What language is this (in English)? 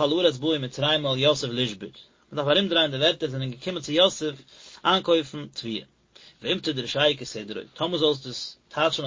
Yiddish